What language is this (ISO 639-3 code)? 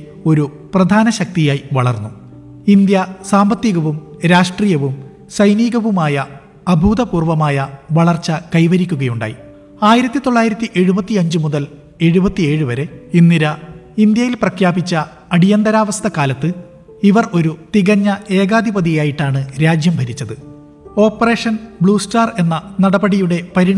mal